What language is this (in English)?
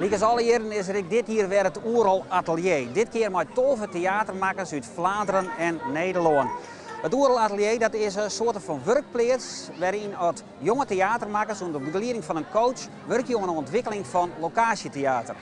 Western Frisian